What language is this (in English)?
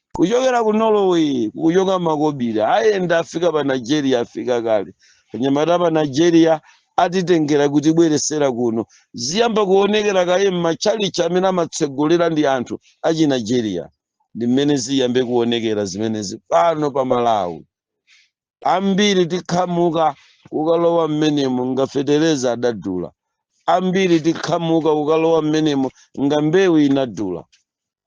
Nyanja